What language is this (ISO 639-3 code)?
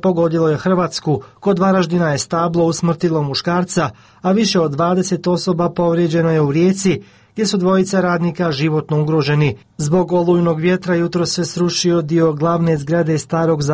hrv